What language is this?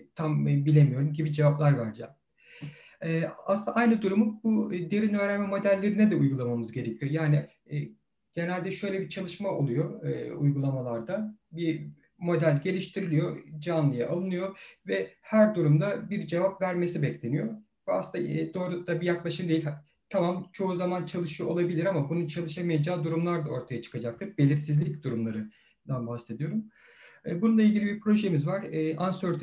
Turkish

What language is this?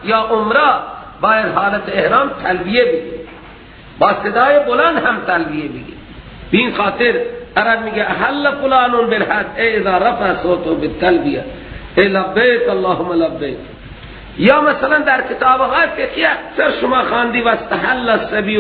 Persian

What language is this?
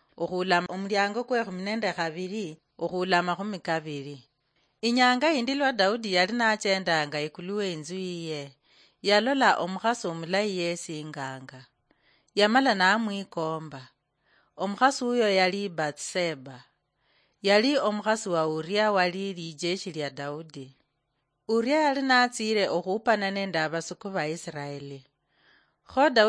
Luyia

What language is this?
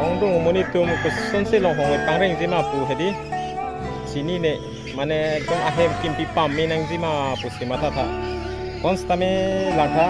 Karbi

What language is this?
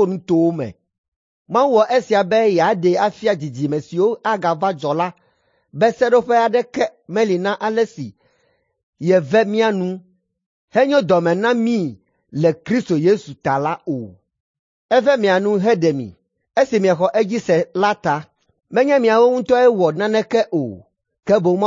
Ewe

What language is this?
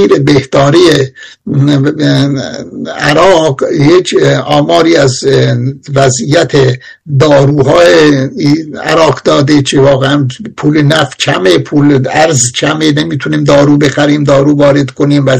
Persian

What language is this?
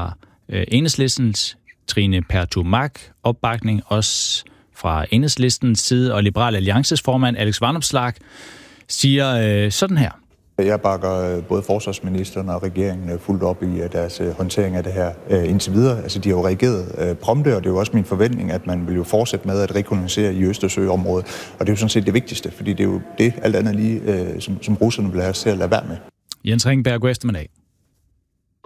Danish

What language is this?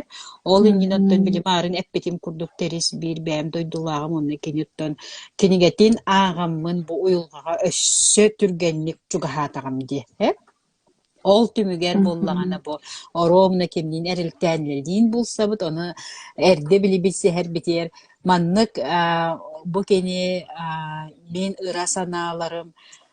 Yakut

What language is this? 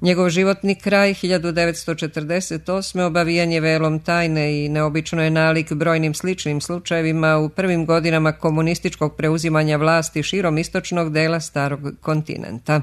Serbian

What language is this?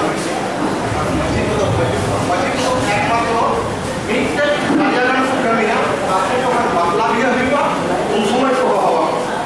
Santali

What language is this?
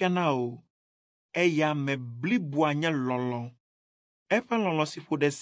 Ewe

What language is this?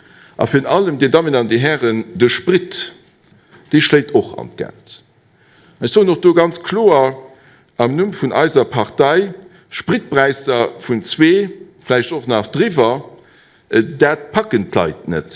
Luxembourgish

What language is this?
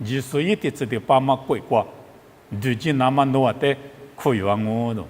Lisu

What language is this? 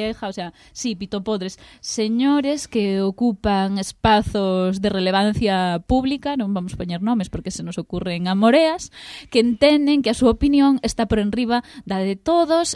Galician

